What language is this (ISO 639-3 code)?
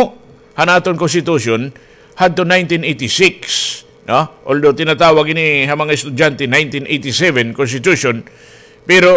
war